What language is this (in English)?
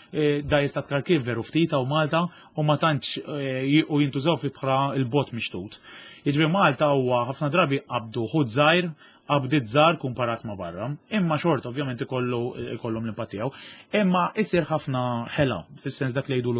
Maltese